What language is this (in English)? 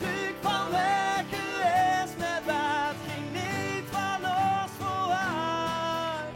Limburgish